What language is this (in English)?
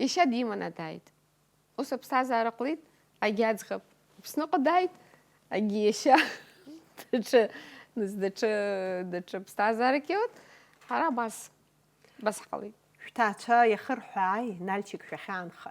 Abkhazian